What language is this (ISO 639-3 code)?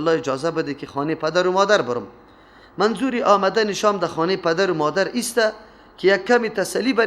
fas